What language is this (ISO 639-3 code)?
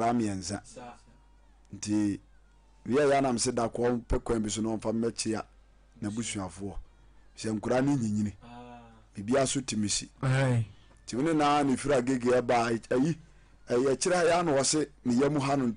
aka